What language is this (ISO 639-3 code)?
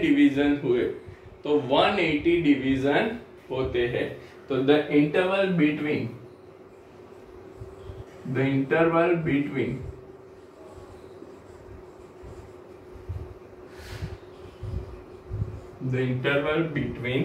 hin